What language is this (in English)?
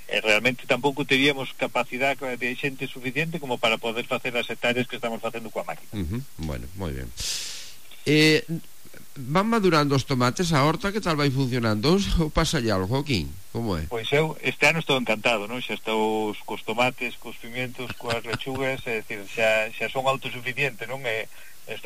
Galician